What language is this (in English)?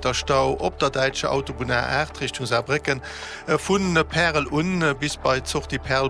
Luxembourgish